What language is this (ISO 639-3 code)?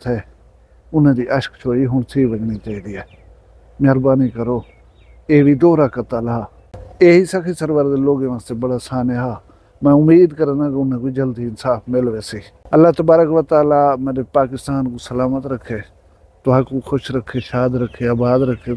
skr